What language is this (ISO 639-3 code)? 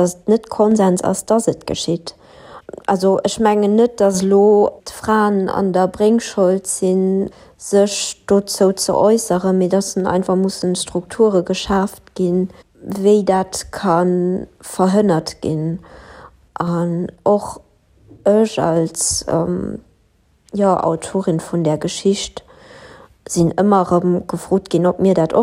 ltz